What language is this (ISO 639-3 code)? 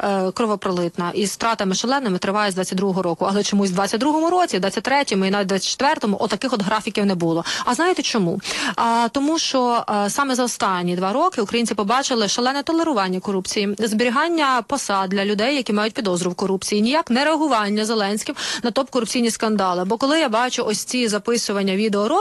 ukr